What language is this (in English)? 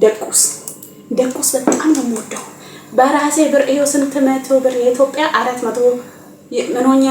Amharic